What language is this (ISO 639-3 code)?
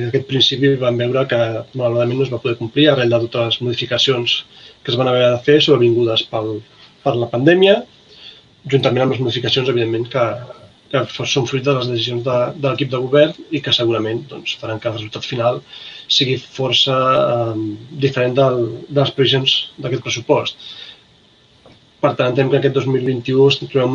cat